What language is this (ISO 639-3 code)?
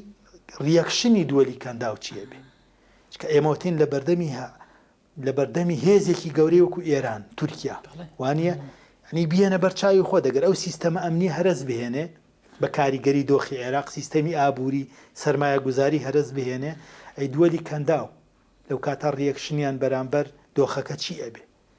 ckb